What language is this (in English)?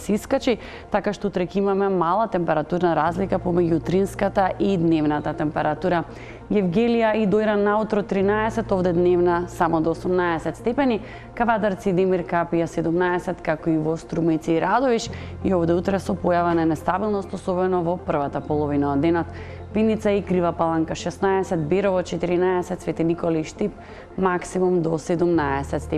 Macedonian